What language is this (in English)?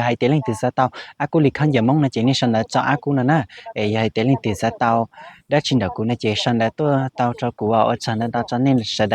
Hmong